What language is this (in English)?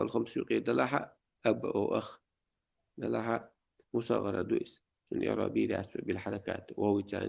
Chechen